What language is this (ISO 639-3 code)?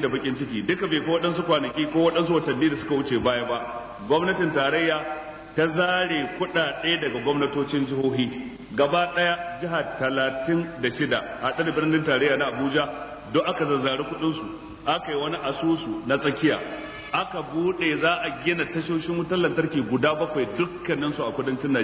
hau